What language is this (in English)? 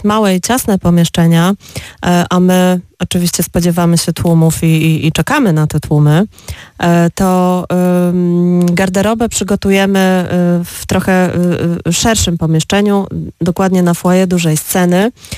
Polish